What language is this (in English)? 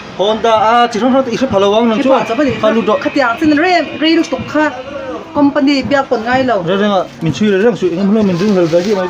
Mizo